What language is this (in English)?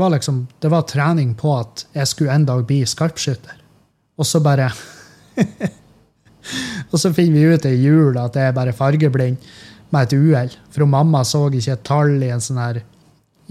Norwegian